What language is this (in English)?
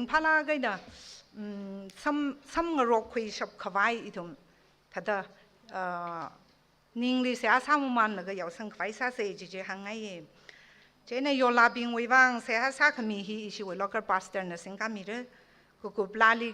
Tangkhul Naga (India)